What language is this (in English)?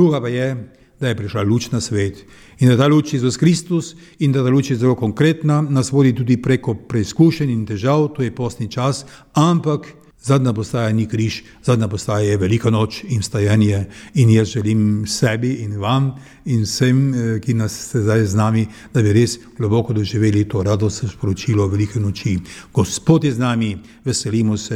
Slovenian